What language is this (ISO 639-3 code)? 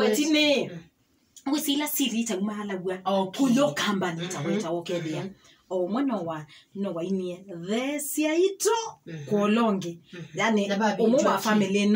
kam